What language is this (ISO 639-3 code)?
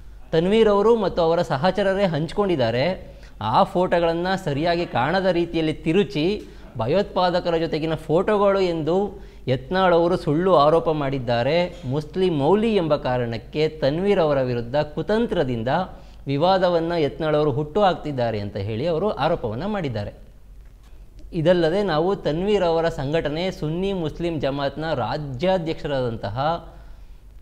kan